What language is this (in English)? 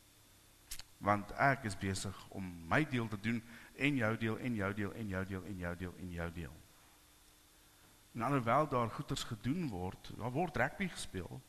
Afrikaans